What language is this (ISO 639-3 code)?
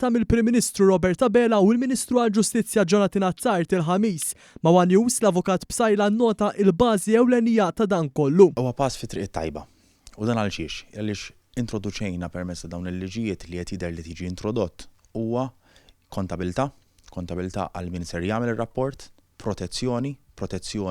mlt